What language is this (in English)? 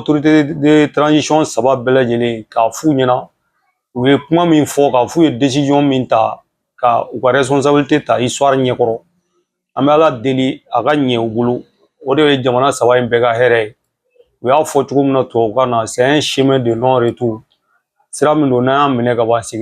Bambara